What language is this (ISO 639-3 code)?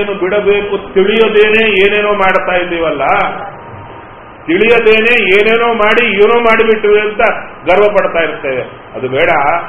kan